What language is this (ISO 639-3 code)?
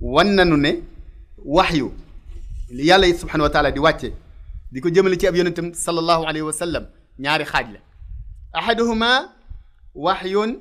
wol